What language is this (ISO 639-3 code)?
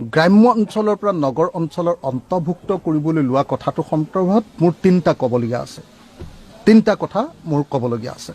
asm